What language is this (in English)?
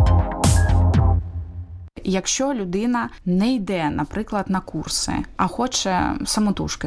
Ukrainian